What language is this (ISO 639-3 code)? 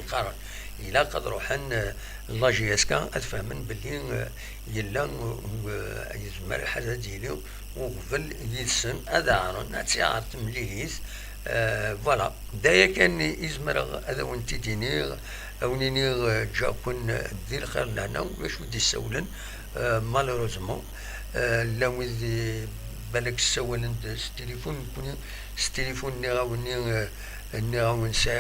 kab